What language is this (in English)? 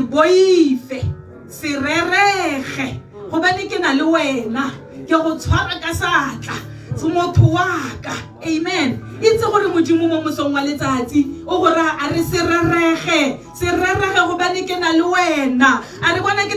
Tswana